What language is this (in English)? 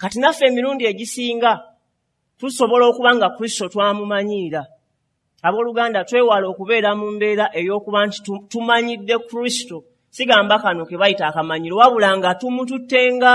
Ganda